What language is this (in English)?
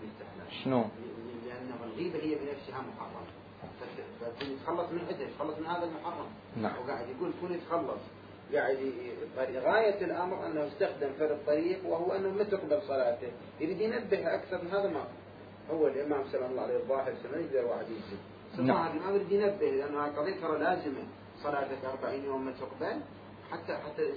Mesopotamian Arabic